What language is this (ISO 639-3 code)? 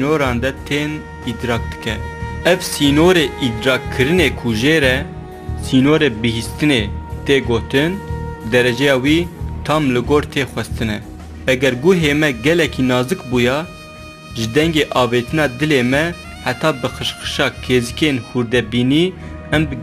kur